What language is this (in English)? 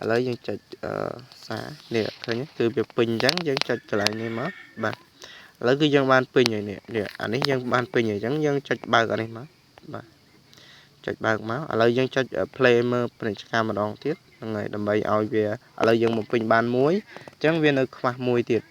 Khmer